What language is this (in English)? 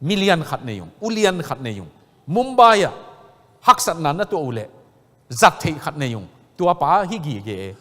Tedim Chin